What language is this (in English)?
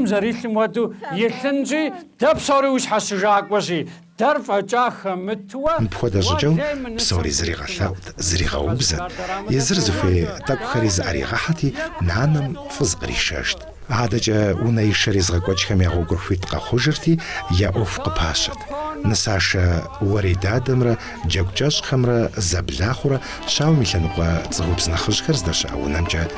Kabardian